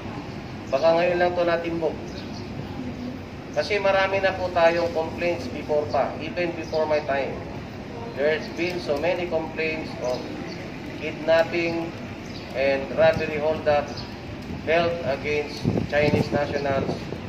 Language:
Filipino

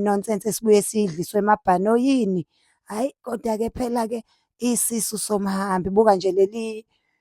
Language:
Zulu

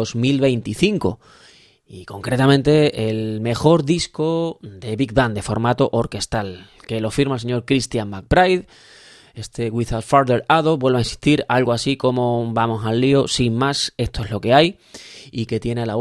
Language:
Spanish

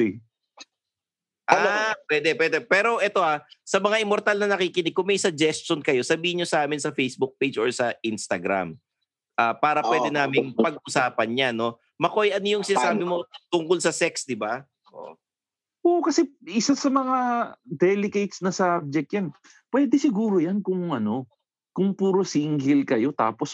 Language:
Filipino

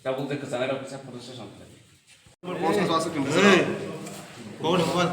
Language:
Kok Borok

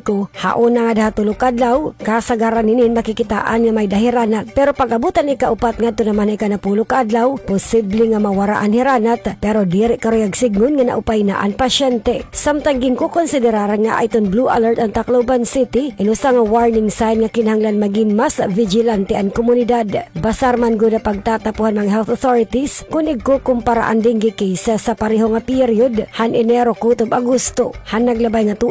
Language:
Waray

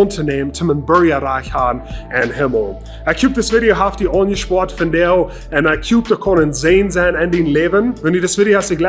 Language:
Plautdietsch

